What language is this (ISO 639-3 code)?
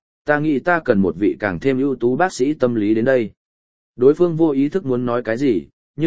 vie